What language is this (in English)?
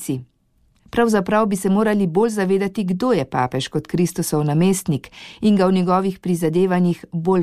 Slovenian